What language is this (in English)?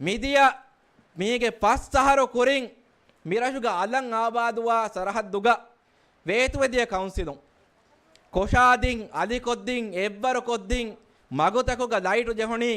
Divehi